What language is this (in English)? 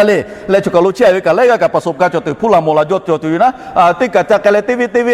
Lahu